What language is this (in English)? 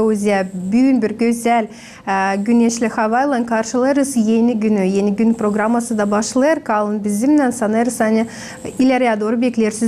Gagauz